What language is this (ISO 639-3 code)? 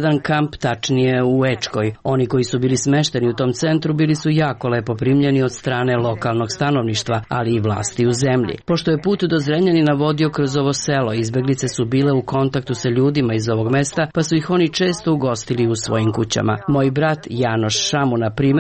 srp